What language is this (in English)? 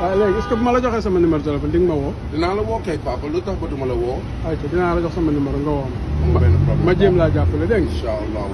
Wolof